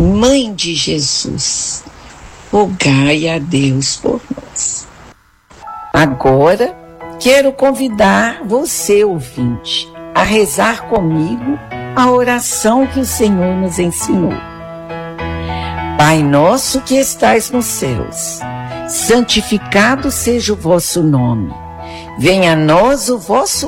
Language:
Portuguese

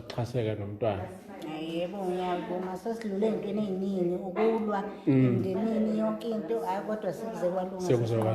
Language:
Zulu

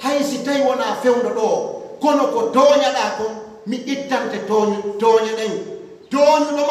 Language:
Pular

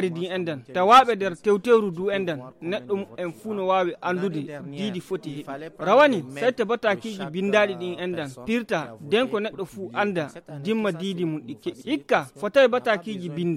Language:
Nigerian Fulfulde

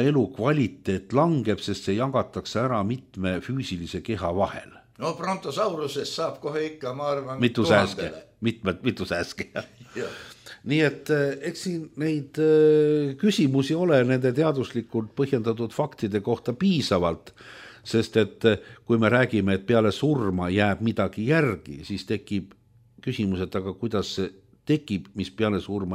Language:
Estonian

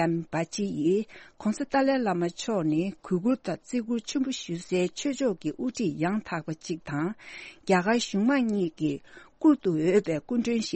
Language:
Tibetan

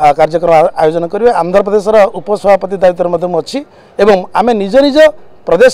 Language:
Odia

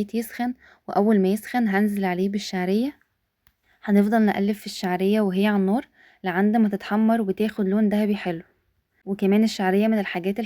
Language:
Egyptian Arabic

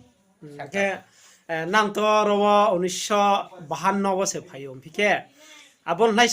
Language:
Riang (India)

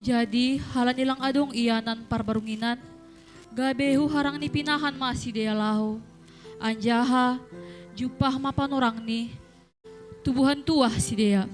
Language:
Batak Simalungun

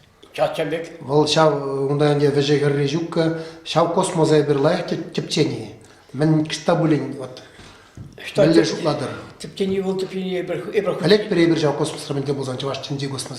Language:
Chuvash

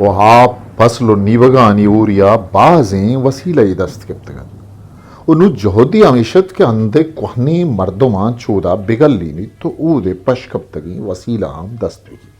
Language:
Eastern Balochi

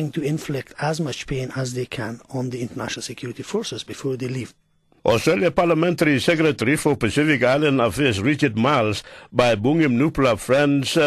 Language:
Tok Pisin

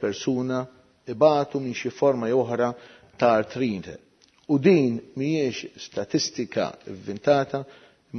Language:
Maltese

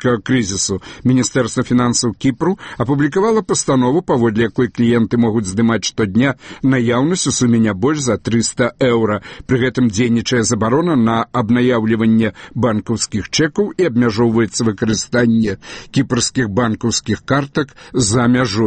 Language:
Belarusian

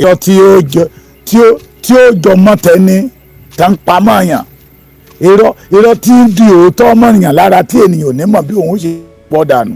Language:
Yoruba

